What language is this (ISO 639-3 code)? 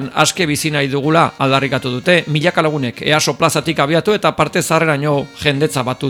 eus